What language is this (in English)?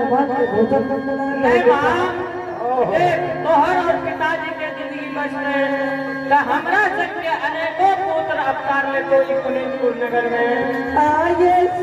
Maithili